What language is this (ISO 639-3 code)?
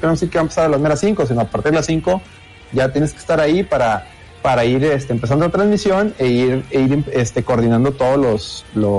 spa